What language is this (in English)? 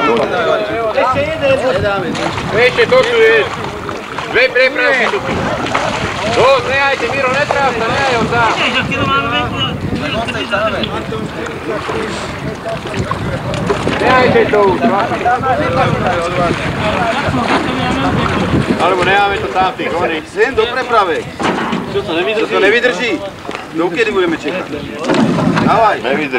Slovak